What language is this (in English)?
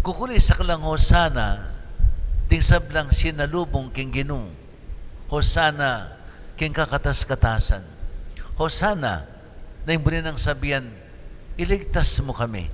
Pampanga